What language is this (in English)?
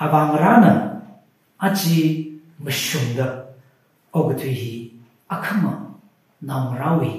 Tangkhul Naga (India)